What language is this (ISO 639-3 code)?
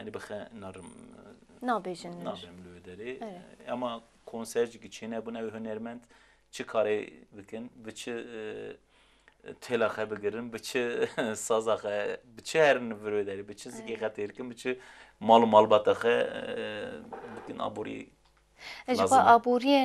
kur